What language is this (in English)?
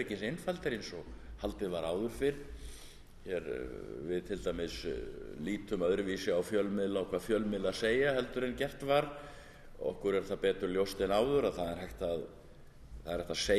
Icelandic